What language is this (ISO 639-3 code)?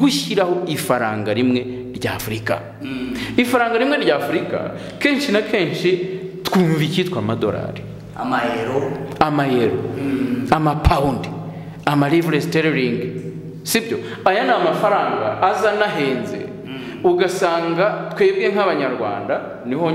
kin